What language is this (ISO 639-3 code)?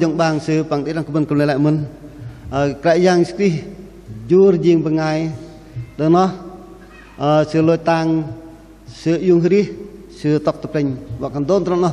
bdq